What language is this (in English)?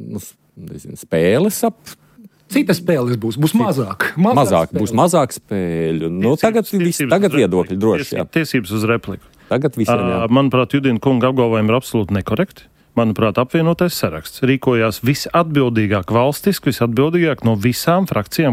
Latvian